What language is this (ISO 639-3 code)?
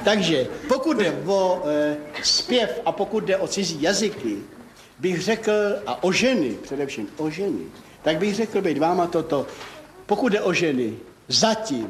ces